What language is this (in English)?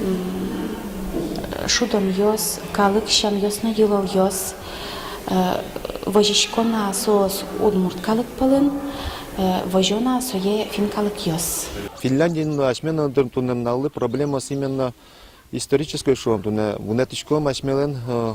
Udmurt